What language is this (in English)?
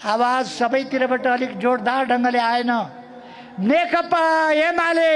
Nepali